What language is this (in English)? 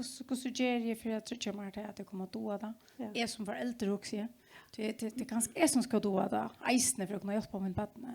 Faroese